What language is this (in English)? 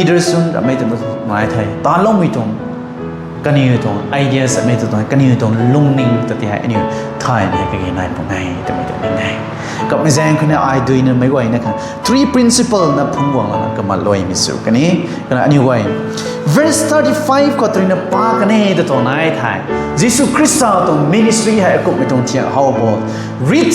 Rongmei Naga